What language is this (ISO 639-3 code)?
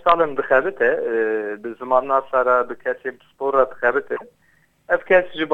kur